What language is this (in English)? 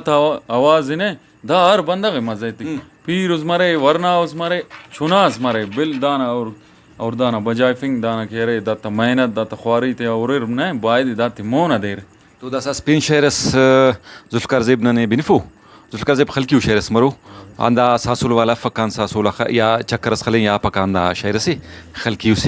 Brahui